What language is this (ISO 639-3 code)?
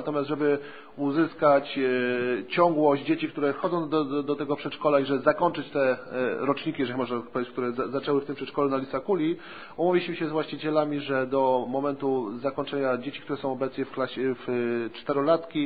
pol